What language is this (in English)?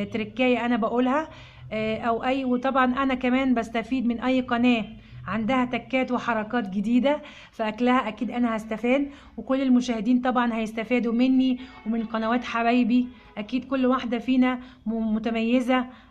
Egyptian Arabic